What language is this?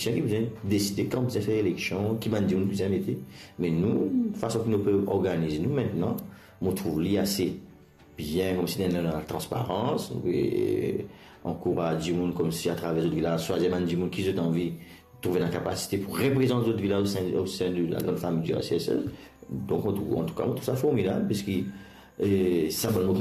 Morisyen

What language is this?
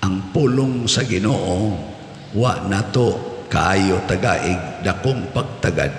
Cebuano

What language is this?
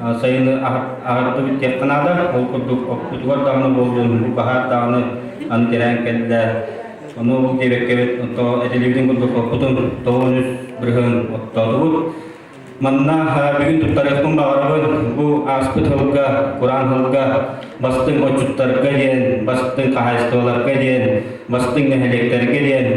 Yakut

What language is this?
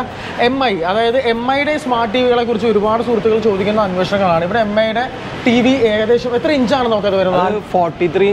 Malayalam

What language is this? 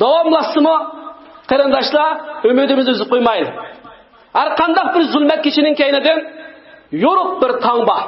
Uyghur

